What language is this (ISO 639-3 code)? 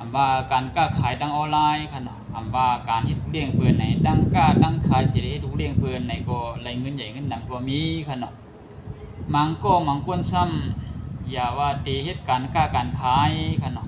shn